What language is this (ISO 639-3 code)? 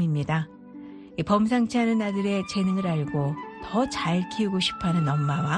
kor